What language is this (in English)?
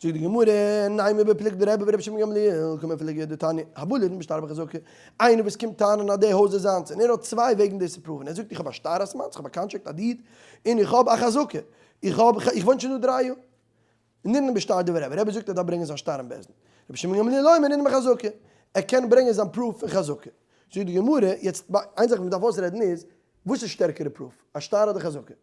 Yiddish